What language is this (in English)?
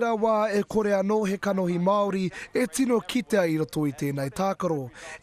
Māori